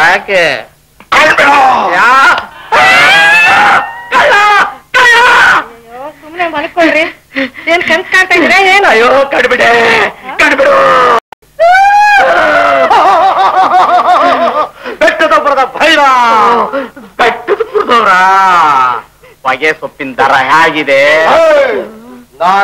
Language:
Kannada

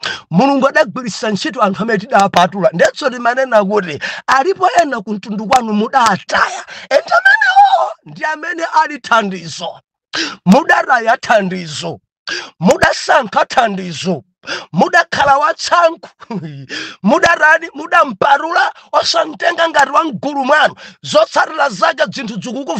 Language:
Nyanja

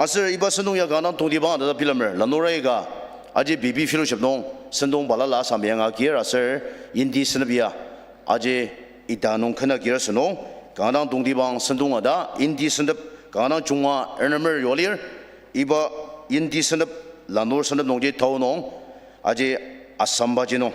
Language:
Ao Naga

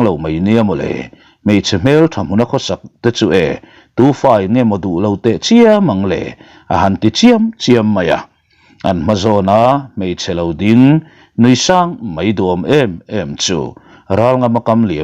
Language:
Mizo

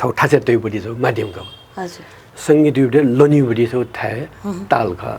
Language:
Newari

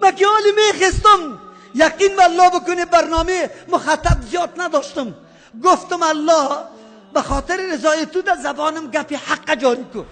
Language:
Persian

